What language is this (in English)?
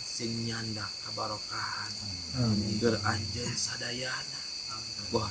Sundanese